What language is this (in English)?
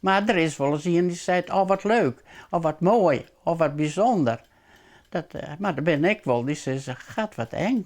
Western Frisian